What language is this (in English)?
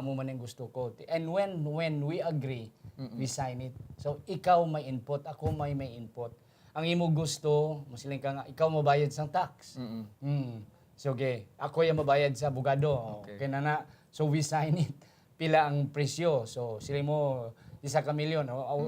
Hiligaynon